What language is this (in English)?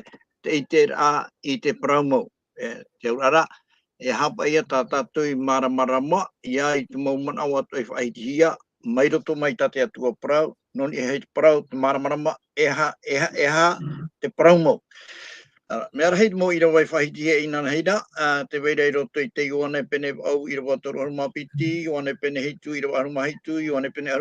Tahitian